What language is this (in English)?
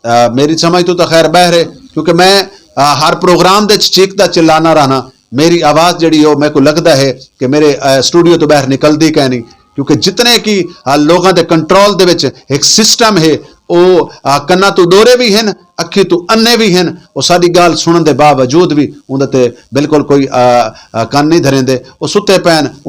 Saraiki